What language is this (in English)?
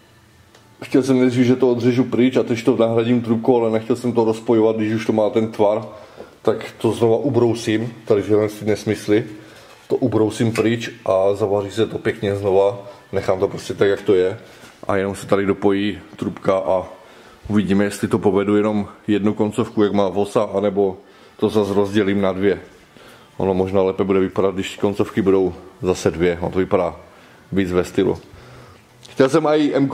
Czech